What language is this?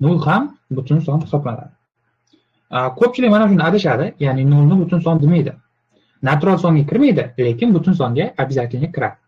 Uzbek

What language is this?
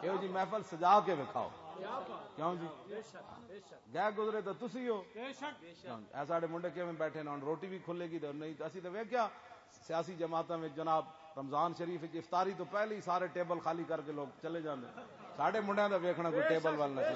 Western Panjabi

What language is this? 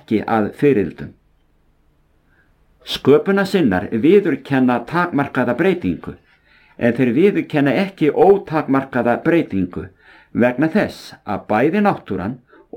Icelandic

